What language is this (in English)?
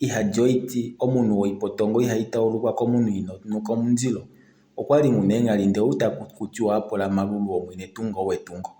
Kuanyama